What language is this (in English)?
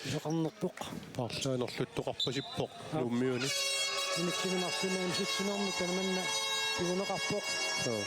Kalaallisut